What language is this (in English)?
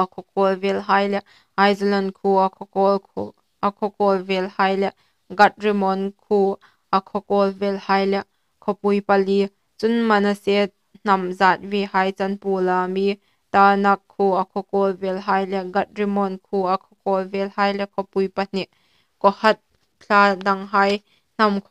Hmar